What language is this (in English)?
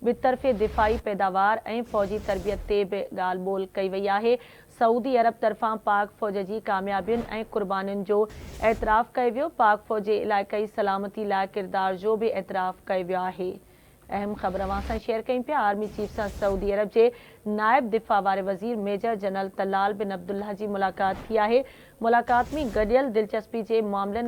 Sindhi